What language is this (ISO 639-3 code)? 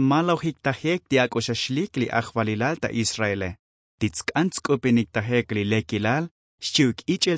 tzo